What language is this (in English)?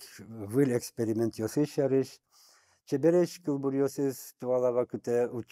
Udmurt